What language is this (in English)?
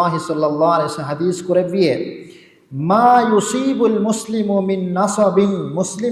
Divehi